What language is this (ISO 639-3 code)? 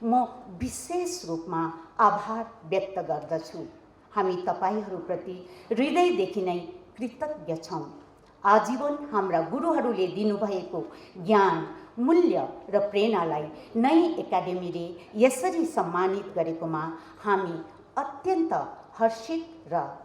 nep